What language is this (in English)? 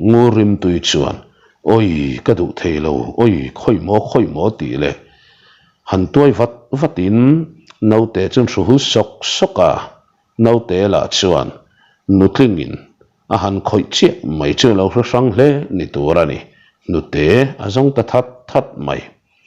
Mizo